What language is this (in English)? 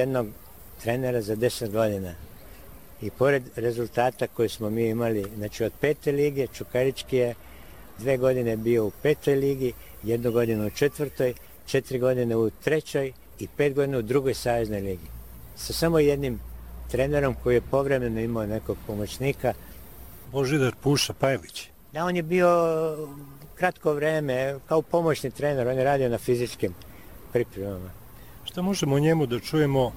Serbian